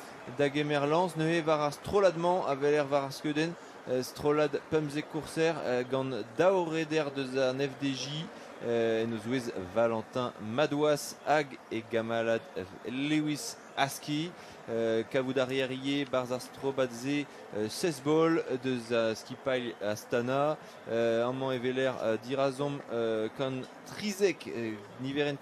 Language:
Breton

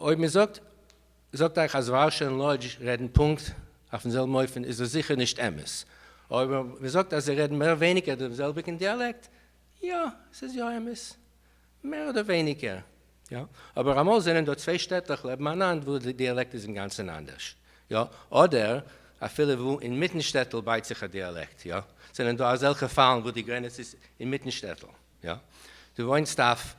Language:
Yiddish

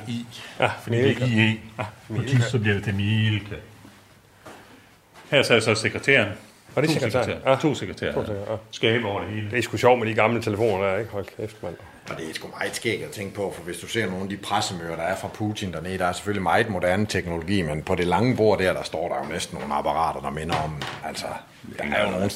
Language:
Danish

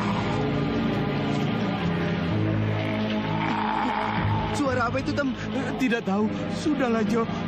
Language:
Indonesian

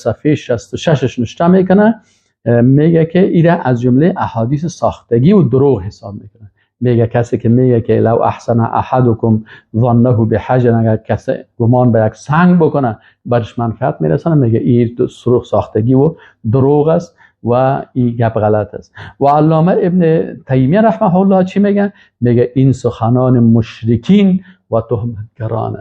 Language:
Persian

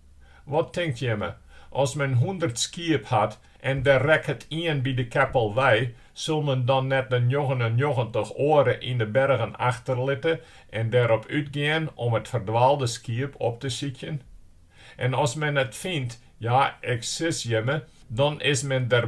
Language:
Western Frisian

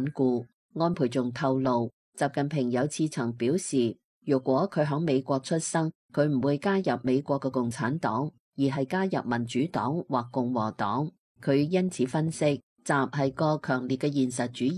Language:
Cantonese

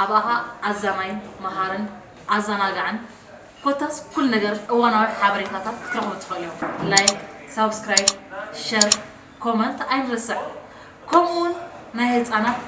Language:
Tigrinya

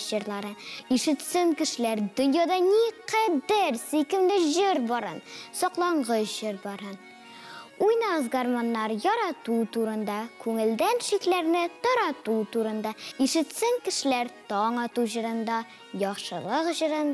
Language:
Tatar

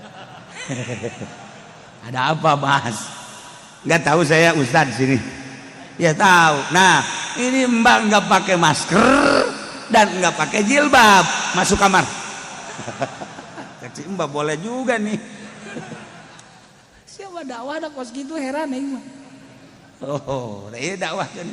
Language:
Sundanese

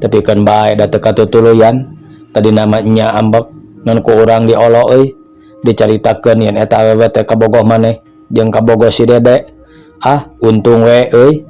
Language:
Sundanese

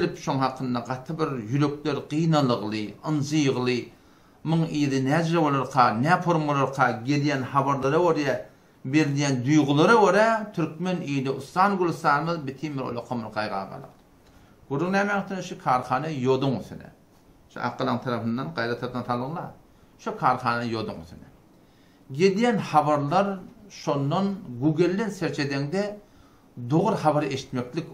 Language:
Turkmen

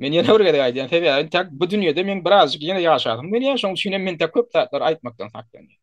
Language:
Turkmen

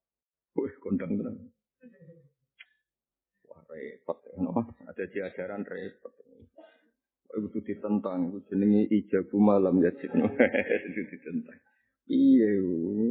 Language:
Javanese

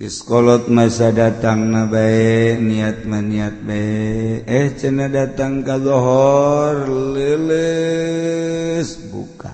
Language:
Sundanese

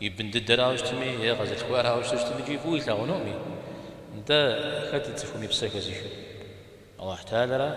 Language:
Kabardian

